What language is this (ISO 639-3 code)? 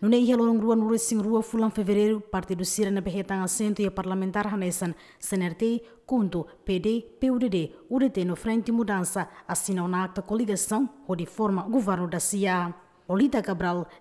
tet